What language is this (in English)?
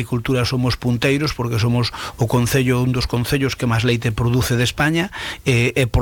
Galician